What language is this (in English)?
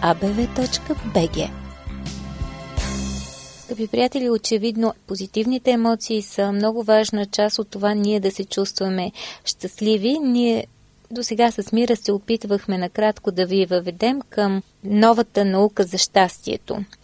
Bulgarian